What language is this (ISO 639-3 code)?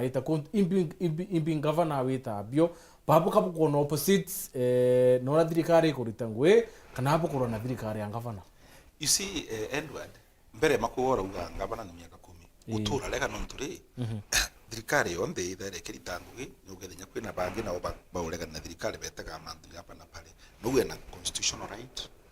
mer